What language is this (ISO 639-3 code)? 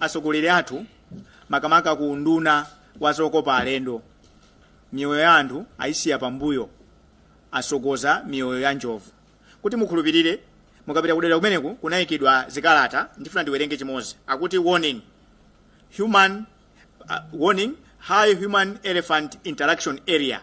nya